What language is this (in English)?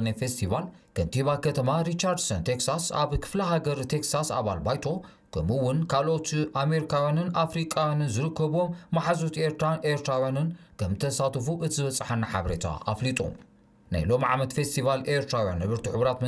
Tigrinya